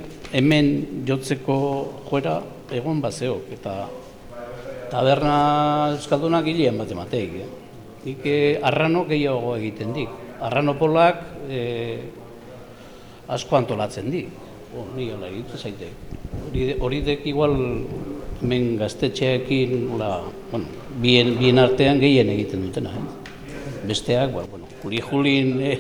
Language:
Basque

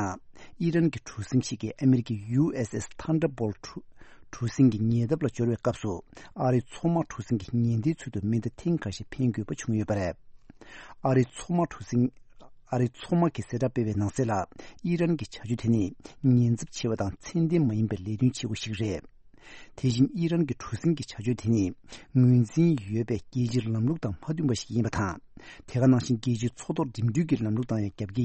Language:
Tibetan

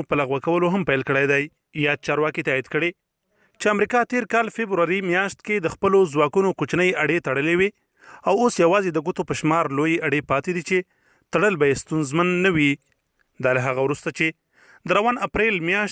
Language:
Pashto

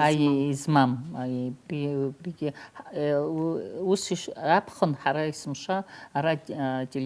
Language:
Abkhazian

